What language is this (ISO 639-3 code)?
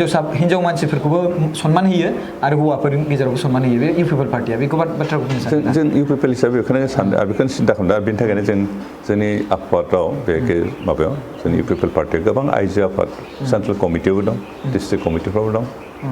brx